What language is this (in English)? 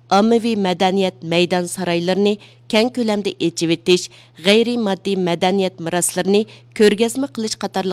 Uyghur